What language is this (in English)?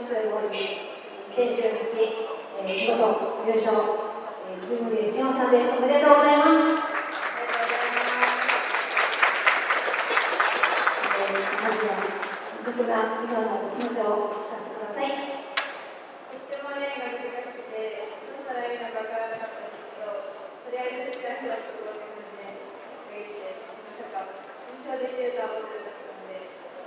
Japanese